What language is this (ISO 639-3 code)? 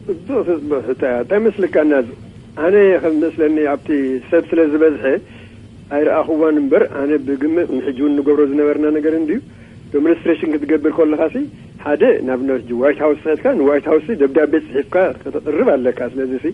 tir